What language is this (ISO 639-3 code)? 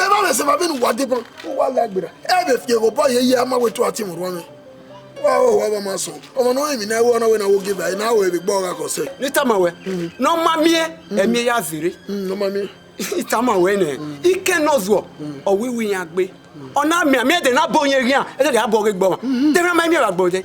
bin